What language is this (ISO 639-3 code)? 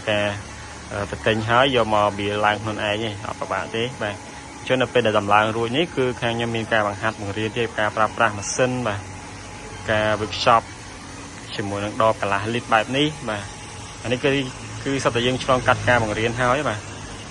khm